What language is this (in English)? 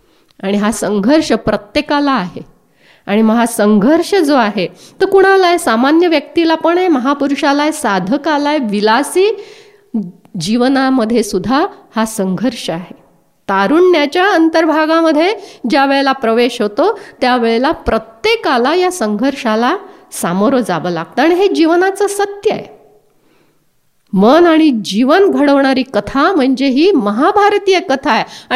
Marathi